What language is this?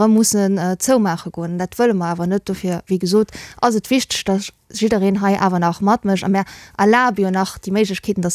Luxembourgish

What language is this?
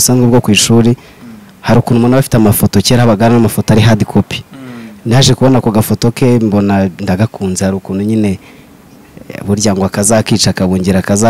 Kinyarwanda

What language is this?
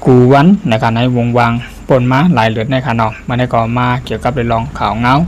Shan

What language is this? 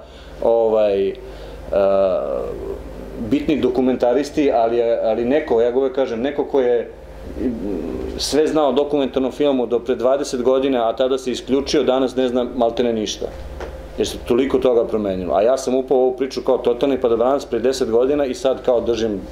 Serbian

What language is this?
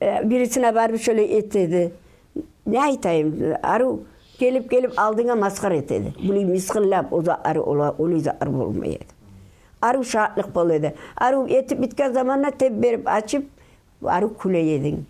Kumyk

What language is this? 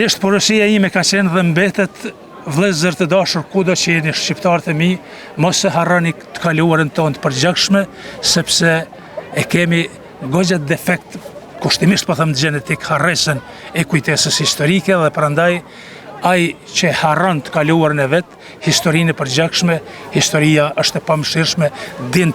Albanian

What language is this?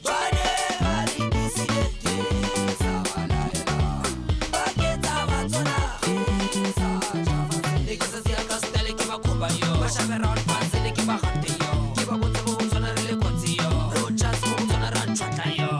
Tswana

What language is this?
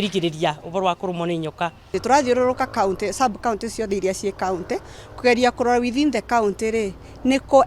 Kikuyu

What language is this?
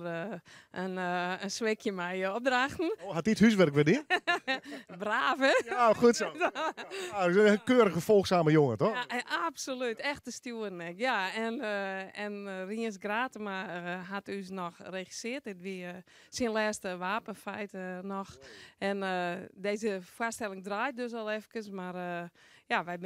Western Frisian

